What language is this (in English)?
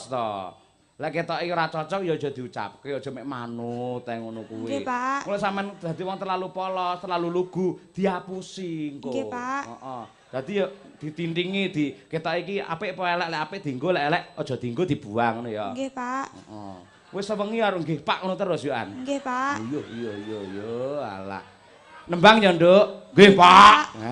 Javanese